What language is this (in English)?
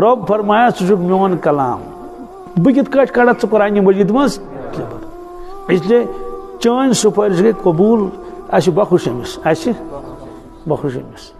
Kashmiri